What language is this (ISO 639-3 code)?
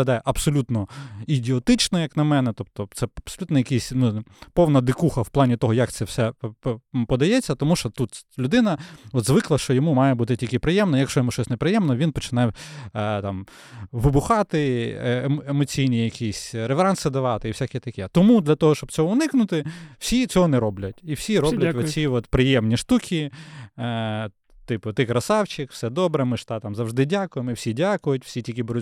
ukr